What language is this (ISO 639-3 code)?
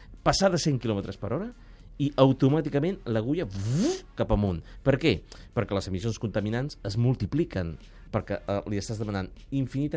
cat